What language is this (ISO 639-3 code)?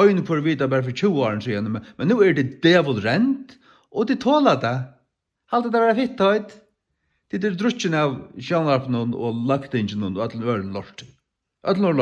fao